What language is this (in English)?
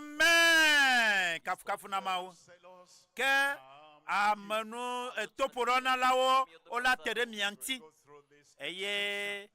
Ewe